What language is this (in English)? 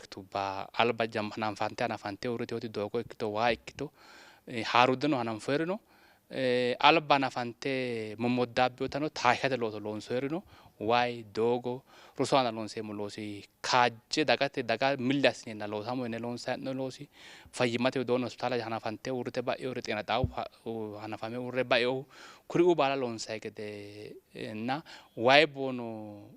Sidamo